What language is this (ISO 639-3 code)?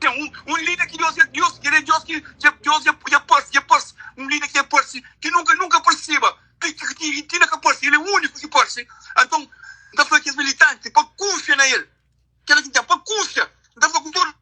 kea